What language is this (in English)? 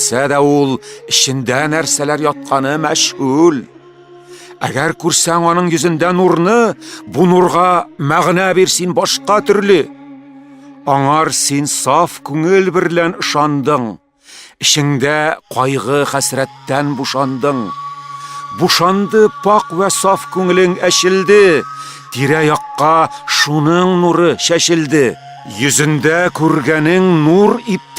Tatar